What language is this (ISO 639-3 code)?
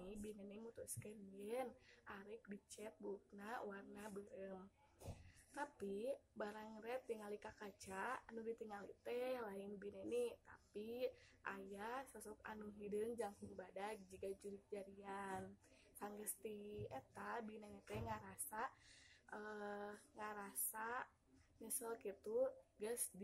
sun